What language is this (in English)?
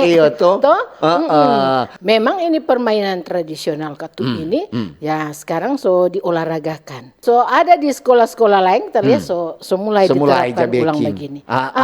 Manado Malay